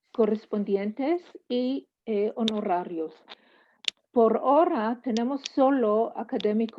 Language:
Ladino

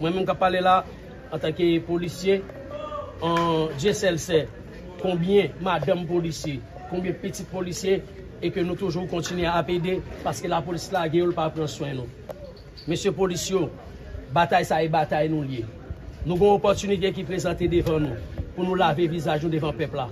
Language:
Haitian Creole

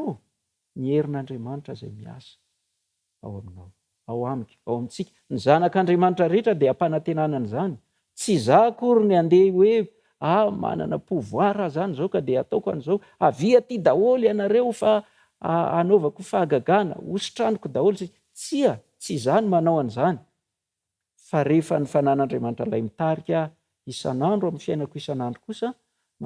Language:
Malagasy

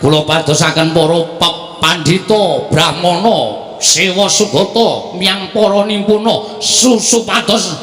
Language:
Javanese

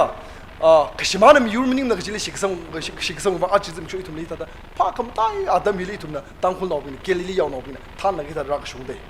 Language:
Tangkhul Naga (India)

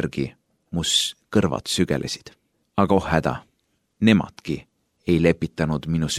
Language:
Estonian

